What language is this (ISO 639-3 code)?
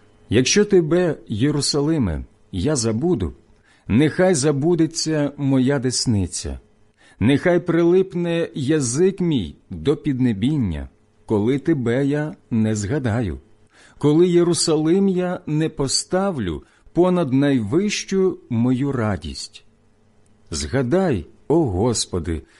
ukr